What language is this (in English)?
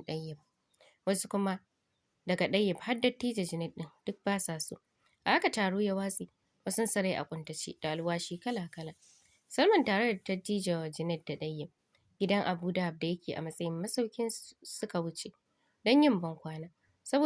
Hausa